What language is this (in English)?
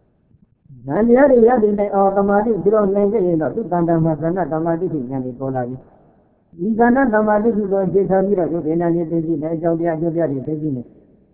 Burmese